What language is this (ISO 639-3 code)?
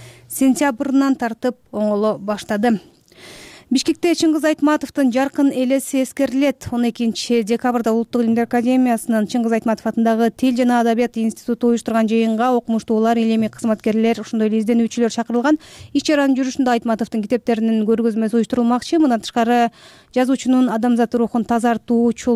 kir